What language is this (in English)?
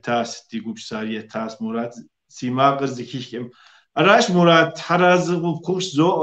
Kabardian